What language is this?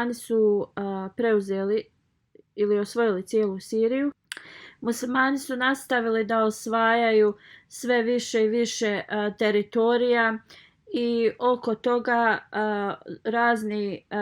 Bosnian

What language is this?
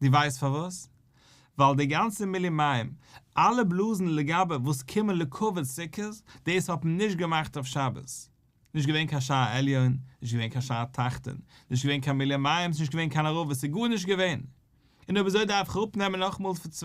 Yiddish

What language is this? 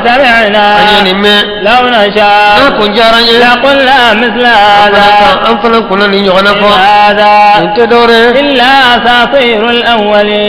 Bambara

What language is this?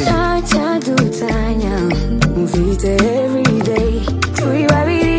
Kinyarwanda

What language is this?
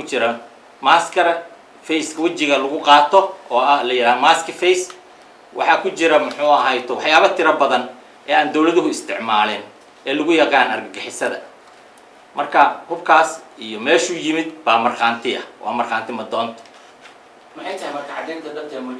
Somali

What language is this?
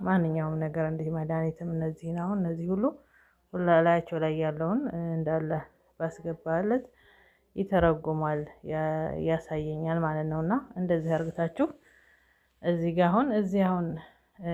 Amharic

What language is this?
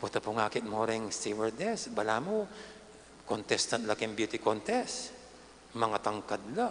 Pampanga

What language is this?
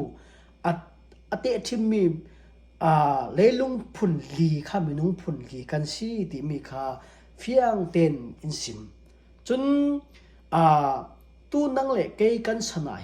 Falam Chin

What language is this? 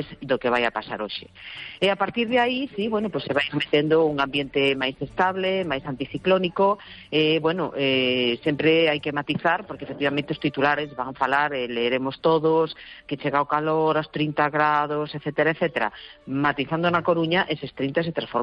Galician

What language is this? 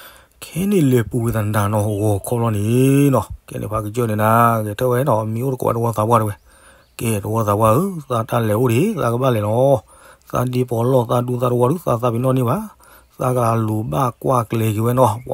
S'gaw Karen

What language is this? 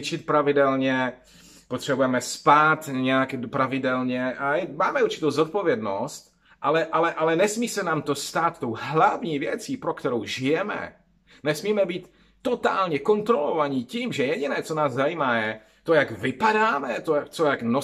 Czech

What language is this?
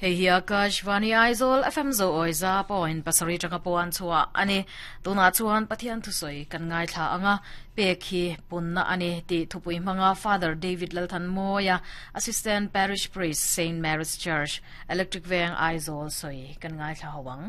Mizo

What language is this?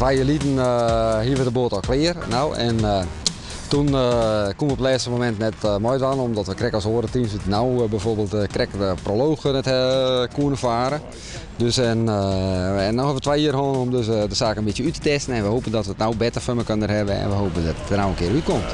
Western Frisian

